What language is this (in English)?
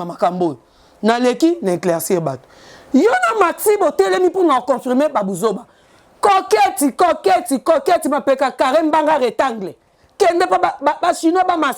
Lingala